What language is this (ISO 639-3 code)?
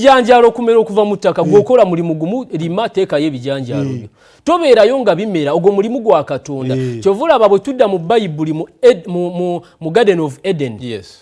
lug